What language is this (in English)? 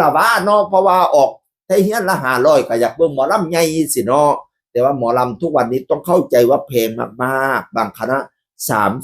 Northeastern Thai